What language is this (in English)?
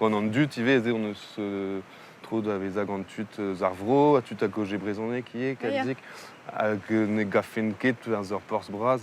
Breton